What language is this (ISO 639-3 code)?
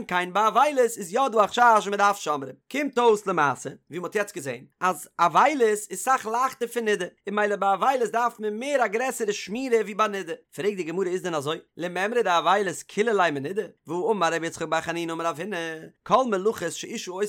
yid